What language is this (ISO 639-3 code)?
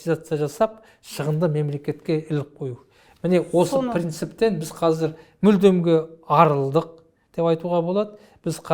kaz